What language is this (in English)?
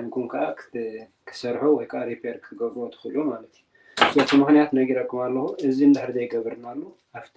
Tigrinya